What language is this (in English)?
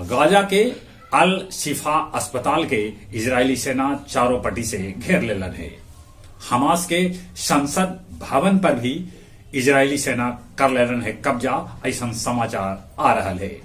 Magahi